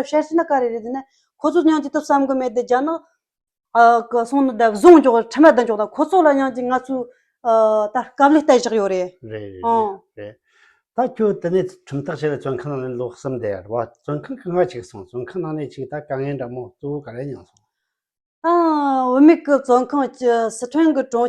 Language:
Tibetan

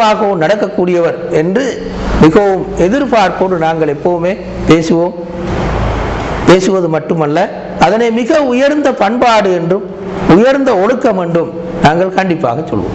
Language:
Tamil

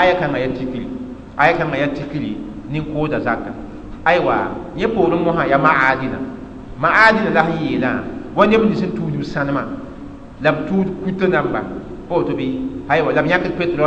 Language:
Mossi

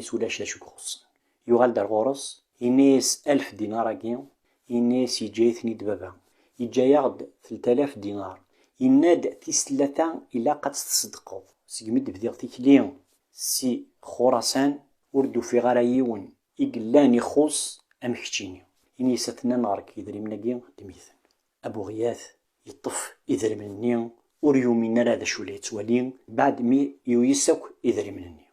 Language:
Kabyle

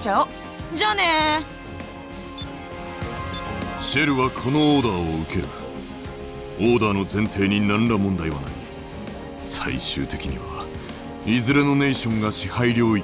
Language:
Japanese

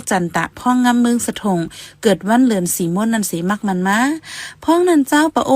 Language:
Shan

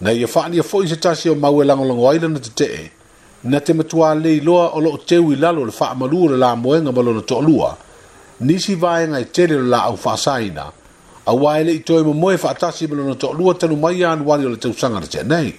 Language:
Samoan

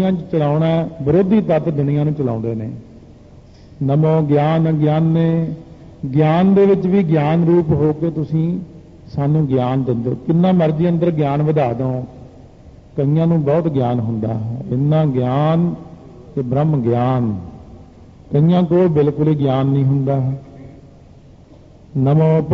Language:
Punjabi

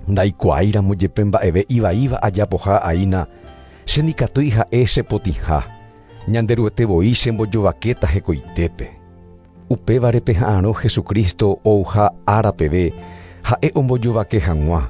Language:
Guarani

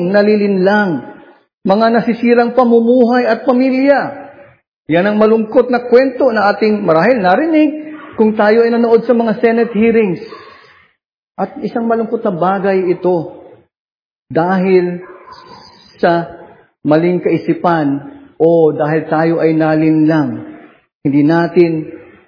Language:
Filipino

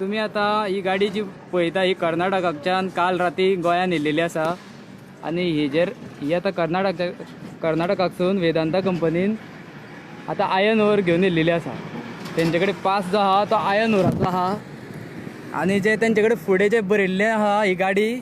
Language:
Konkani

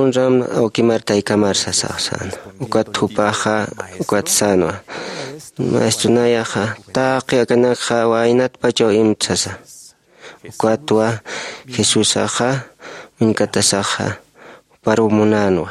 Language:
Aymara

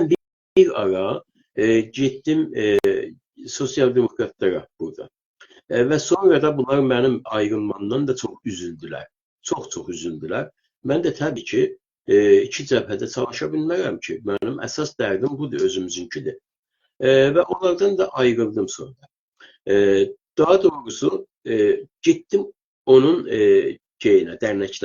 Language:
South Azerbaijani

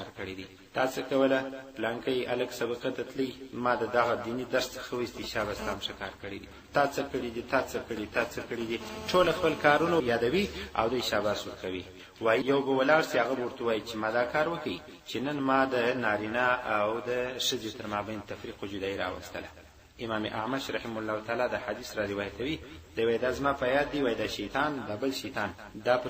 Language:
Pashto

